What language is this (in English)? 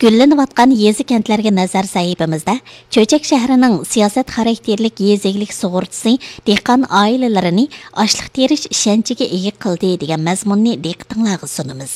Uyghur